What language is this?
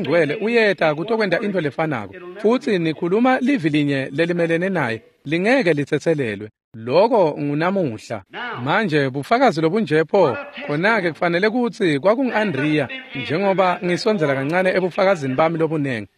Swati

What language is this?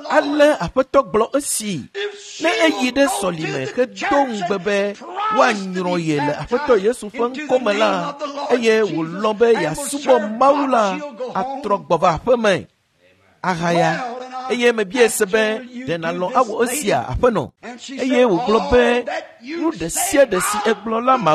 Ewe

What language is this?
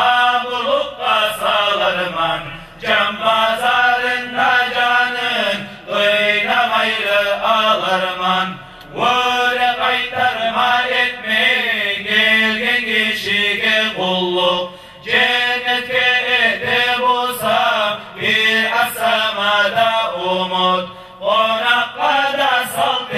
Kumyk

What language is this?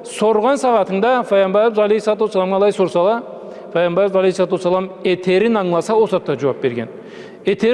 Karachay-Balkar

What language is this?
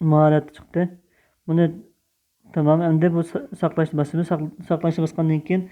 Uyghur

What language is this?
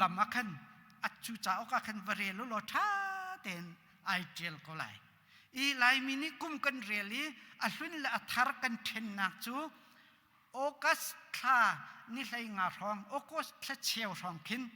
Hakha Chin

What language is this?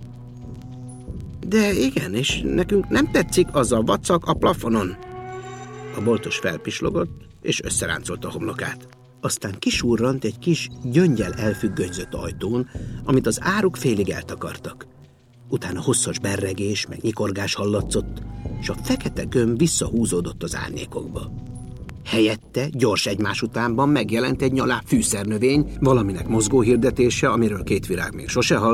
Hungarian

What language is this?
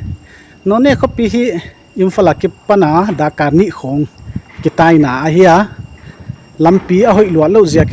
Paite Chin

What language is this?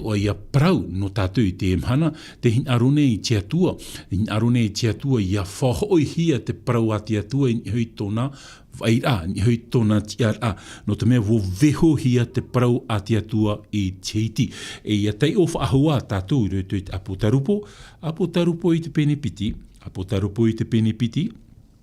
Tahitian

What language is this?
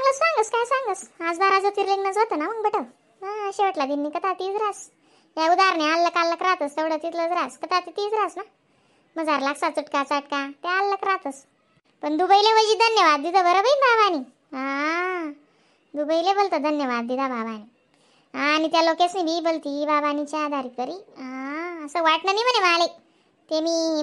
Khandesi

